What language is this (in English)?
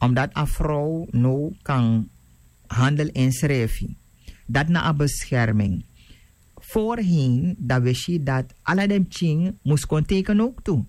Sranan Tongo